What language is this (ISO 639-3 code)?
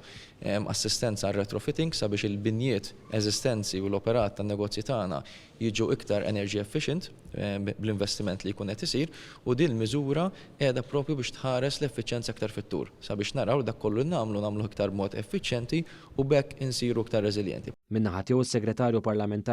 mlt